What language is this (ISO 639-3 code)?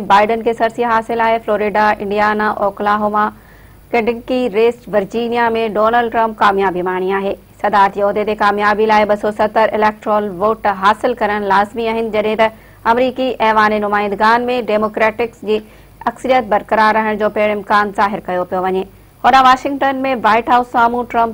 snd